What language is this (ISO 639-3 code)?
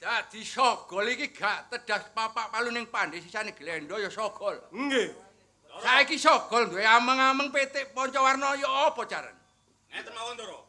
jav